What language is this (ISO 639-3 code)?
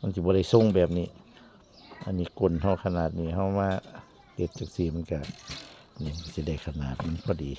tts